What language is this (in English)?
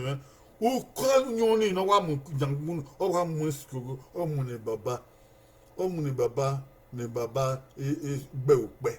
Bini